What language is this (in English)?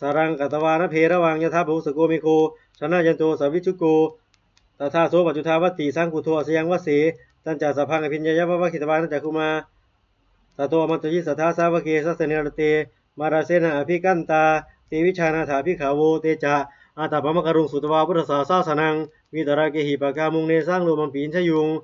Pali